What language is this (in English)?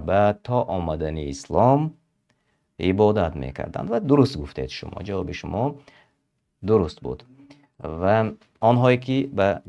Tajik